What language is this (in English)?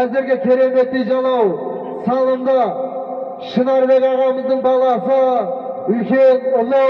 Kazakh